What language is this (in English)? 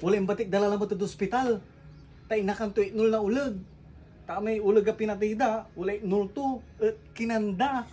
Pangasinan